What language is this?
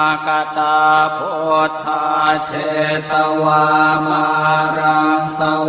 Pali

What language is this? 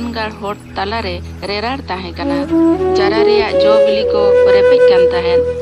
Santali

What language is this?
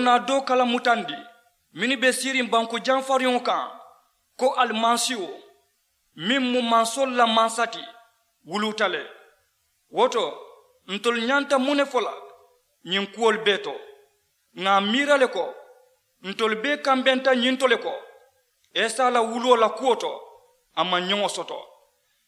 Mandingo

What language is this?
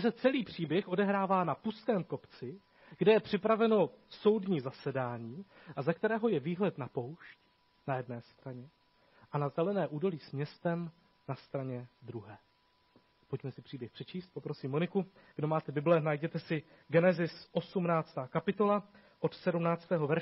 Czech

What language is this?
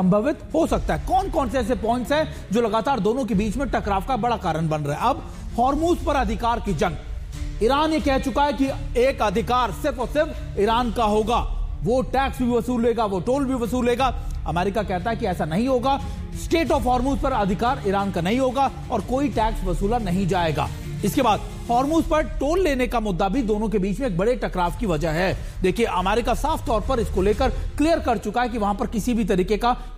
Hindi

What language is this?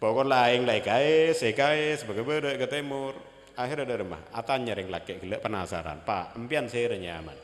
Madurese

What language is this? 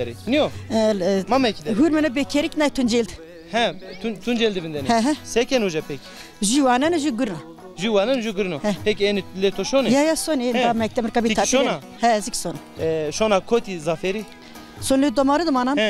Zaza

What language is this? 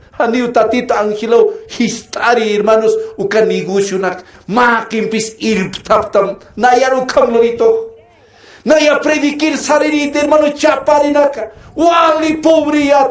Aymara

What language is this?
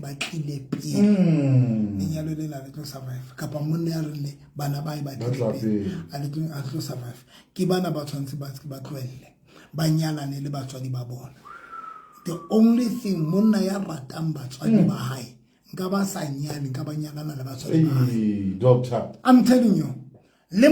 Southern Sotho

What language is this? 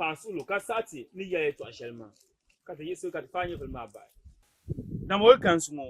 Dagbani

